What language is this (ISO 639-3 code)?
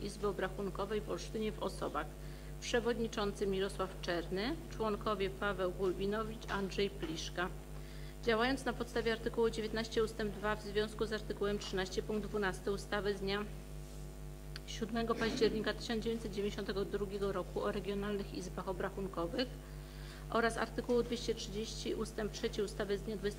pol